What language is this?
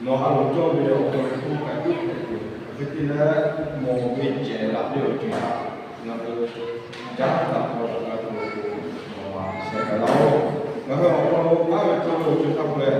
Lahu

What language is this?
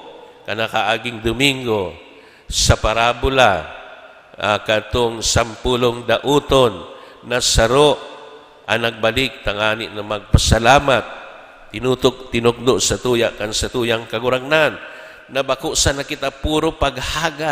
Bikol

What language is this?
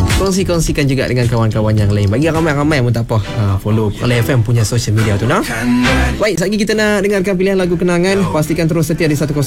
Malay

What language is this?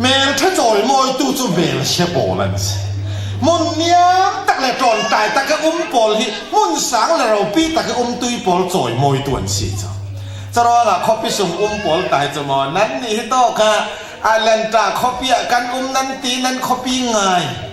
Falam Chin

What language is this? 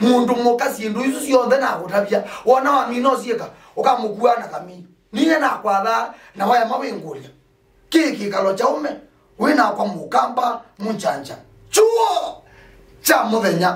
Kamba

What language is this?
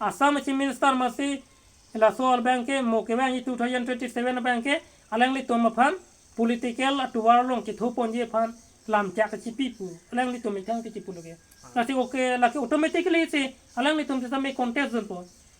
Karbi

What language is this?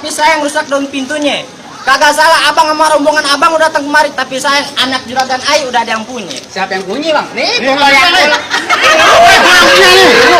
Betawi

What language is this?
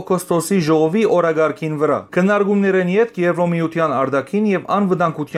Western Armenian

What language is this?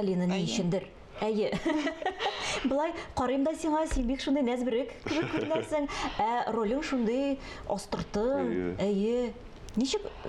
Tatar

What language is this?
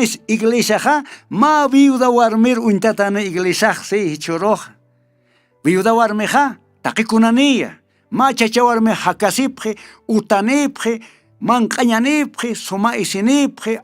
Aymara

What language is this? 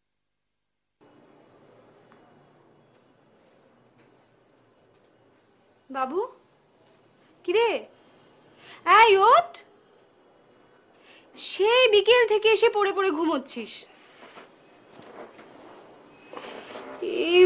Bangla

